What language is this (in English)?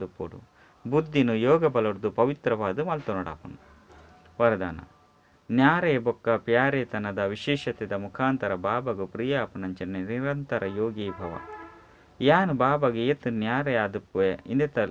Tulu